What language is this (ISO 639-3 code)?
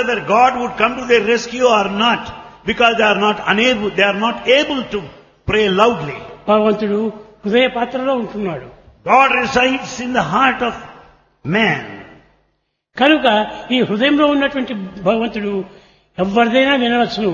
tel